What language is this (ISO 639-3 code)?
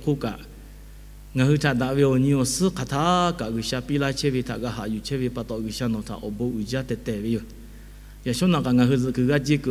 lhu